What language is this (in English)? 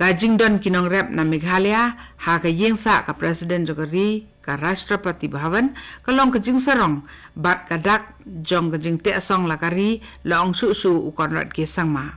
Khasi